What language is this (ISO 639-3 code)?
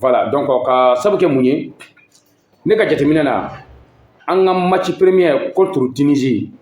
bam